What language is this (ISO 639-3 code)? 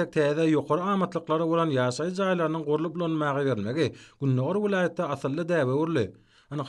tuk